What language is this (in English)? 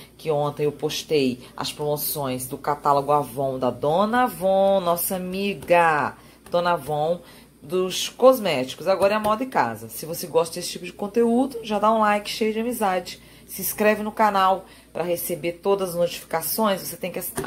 Portuguese